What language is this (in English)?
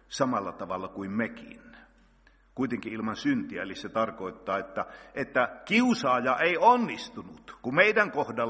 Finnish